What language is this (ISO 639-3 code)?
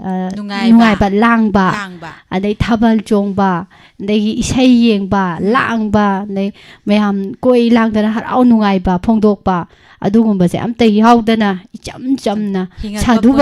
mni